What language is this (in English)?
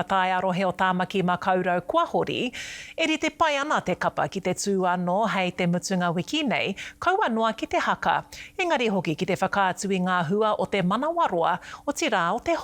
Māori